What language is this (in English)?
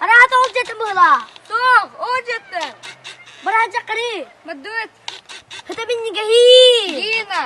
Yakut